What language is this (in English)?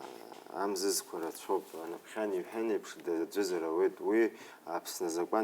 Abkhazian